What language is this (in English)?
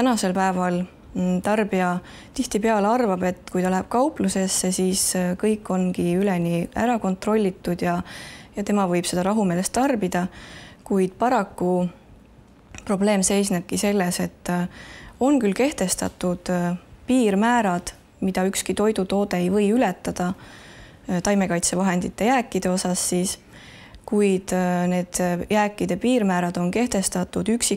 Estonian